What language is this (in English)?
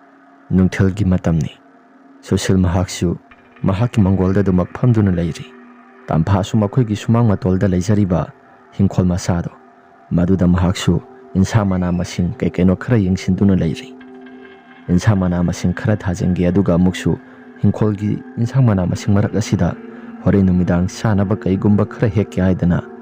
Manipuri